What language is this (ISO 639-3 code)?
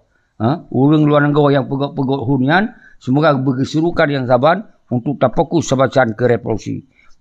ace